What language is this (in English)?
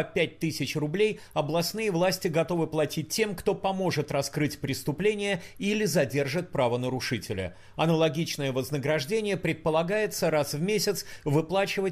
Russian